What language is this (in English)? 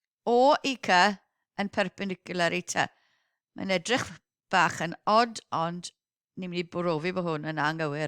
Welsh